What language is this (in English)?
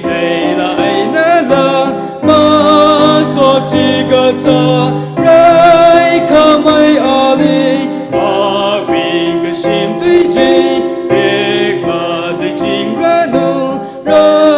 Tangkhul Naga (India)